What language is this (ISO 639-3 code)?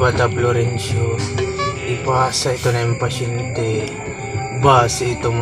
war